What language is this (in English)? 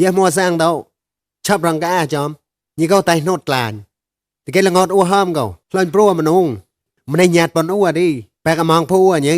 Mon